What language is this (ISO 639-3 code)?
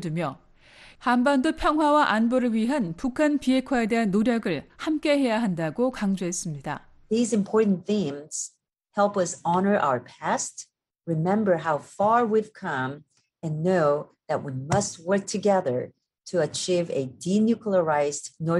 kor